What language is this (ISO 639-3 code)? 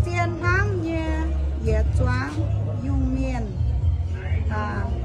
ium